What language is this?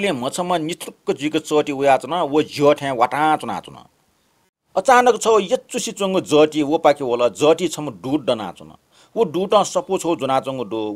Newari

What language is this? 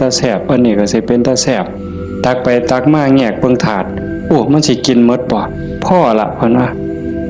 Northeastern Thai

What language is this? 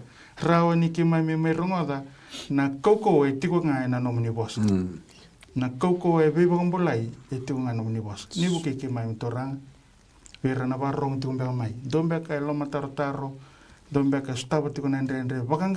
Fijian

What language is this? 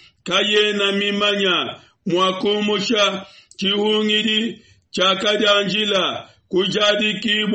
Luba-Lulua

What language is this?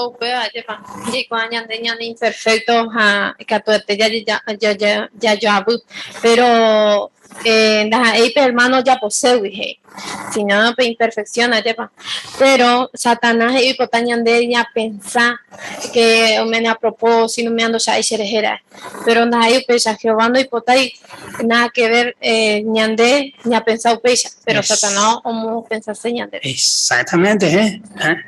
Guarani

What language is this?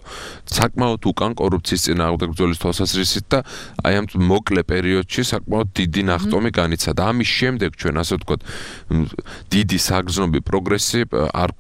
Georgian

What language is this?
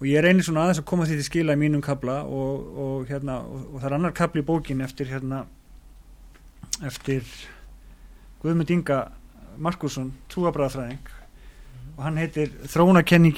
Icelandic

